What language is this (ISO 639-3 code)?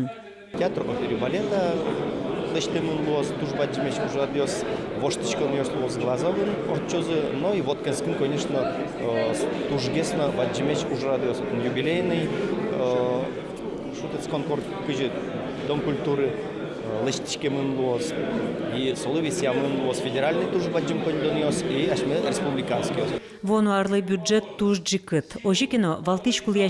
udm